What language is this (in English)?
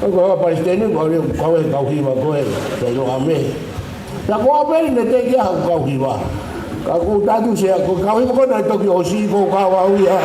Tongan